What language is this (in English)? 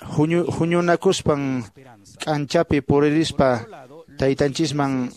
Quechua